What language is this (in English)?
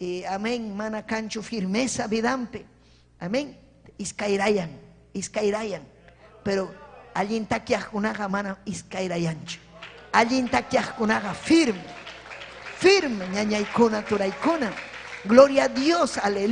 Ayacucho Quechua